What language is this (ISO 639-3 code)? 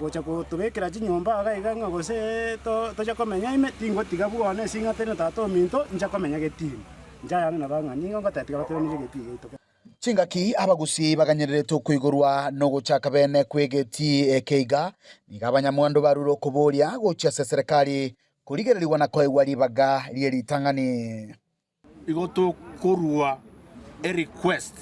guz